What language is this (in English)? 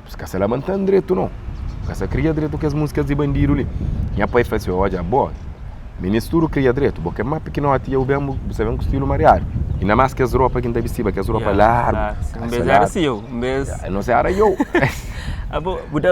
Kabuverdianu